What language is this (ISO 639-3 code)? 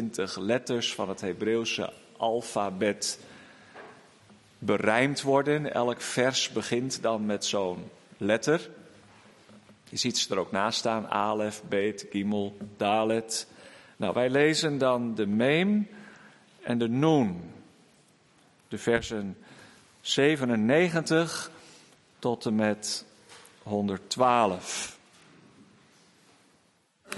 nld